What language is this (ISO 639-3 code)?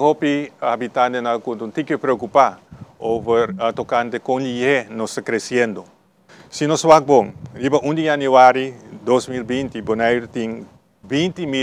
pap